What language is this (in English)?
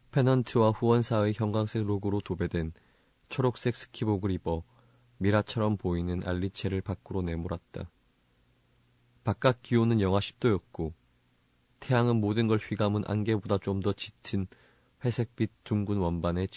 Korean